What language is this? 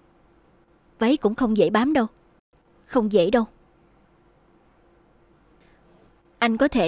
Vietnamese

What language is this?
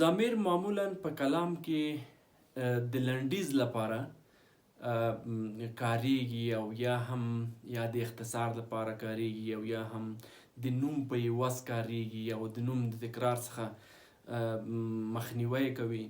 Pashto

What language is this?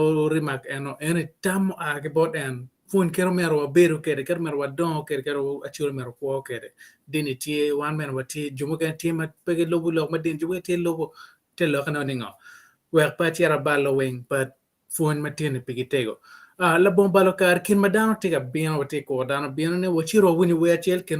Acoli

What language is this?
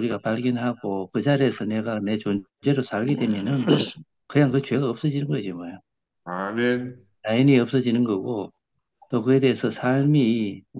Korean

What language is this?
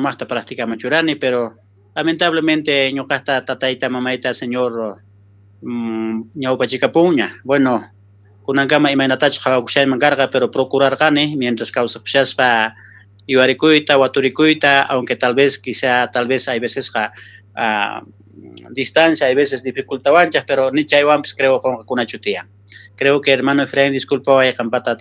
South Bolivian Quechua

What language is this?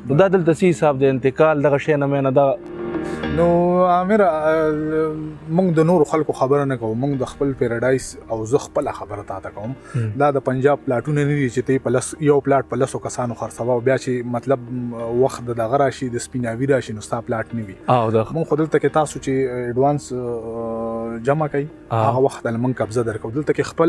Pashto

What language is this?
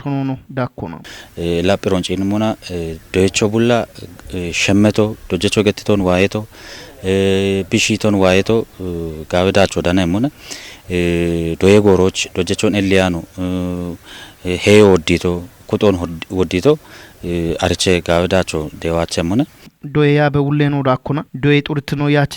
Kafa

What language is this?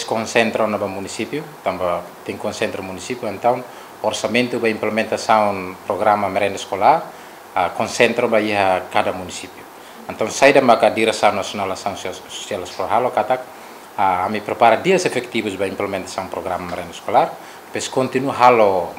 Tetum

